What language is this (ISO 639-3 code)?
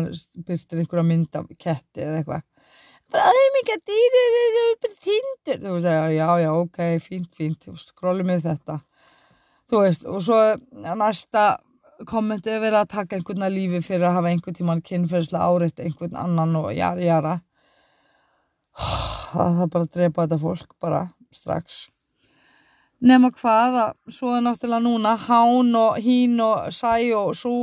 isl